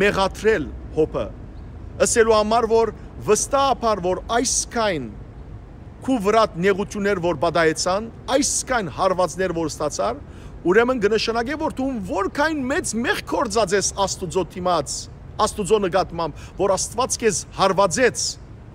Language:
Western Armenian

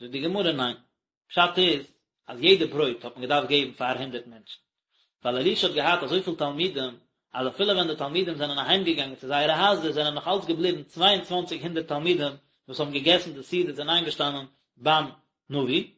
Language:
Yiddish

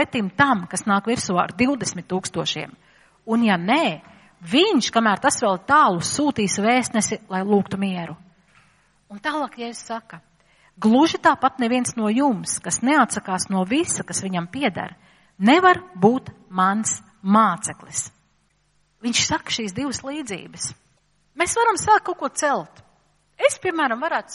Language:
Latvian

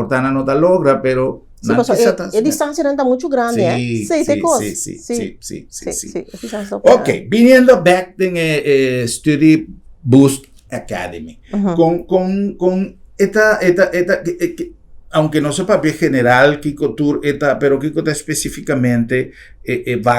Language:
Papiamento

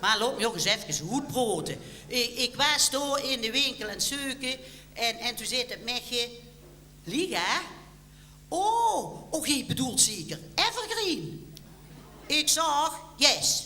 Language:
Limburgish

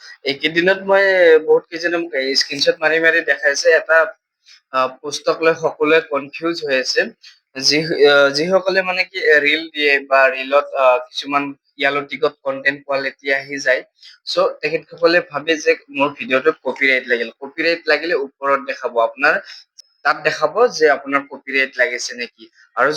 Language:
Assamese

